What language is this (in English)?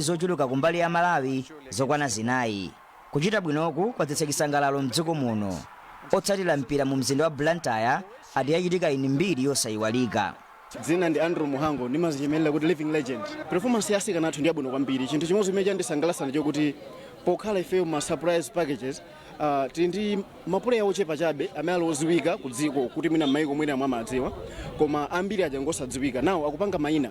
Nyanja